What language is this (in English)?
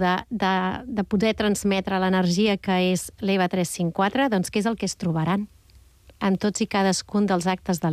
Catalan